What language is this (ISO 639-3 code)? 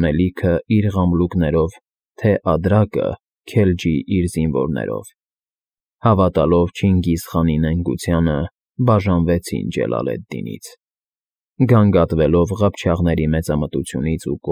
hye